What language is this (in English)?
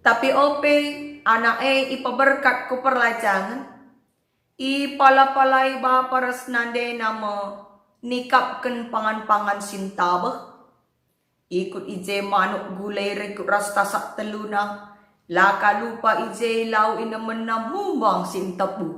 Batak Karo